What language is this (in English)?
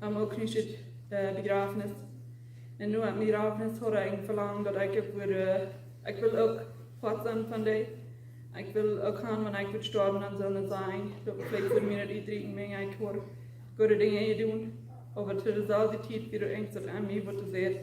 Plautdietsch